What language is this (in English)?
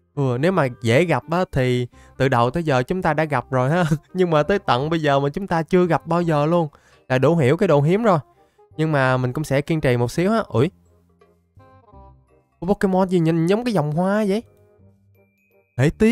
Vietnamese